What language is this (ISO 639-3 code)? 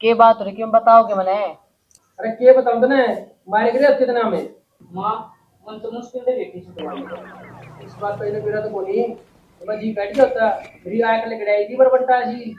bgc